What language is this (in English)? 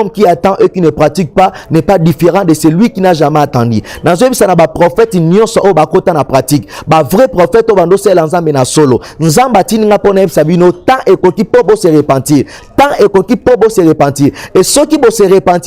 Lingala